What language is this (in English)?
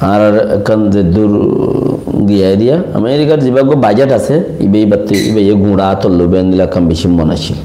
Rohingya